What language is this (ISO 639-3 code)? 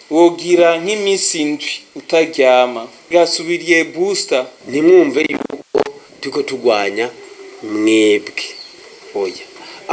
run